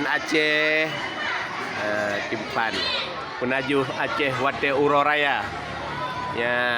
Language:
Achinese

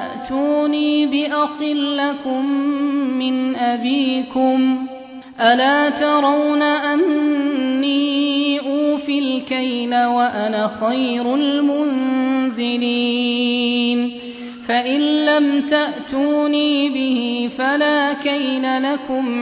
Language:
Arabic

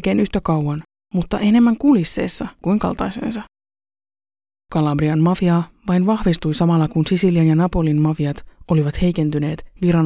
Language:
Finnish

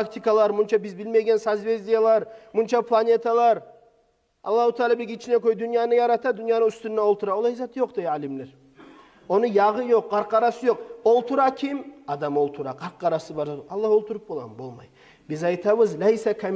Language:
Kumyk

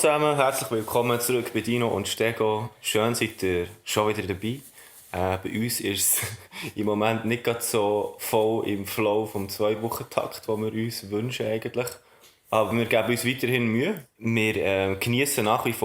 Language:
Swiss German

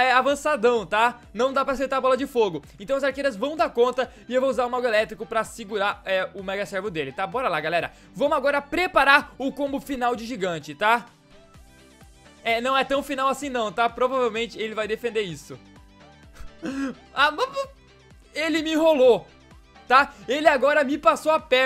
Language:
Portuguese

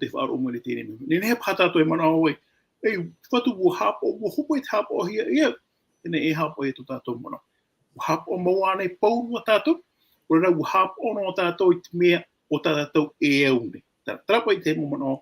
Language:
Tahitian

